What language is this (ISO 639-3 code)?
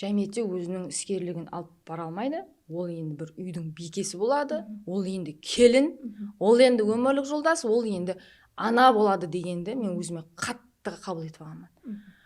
kaa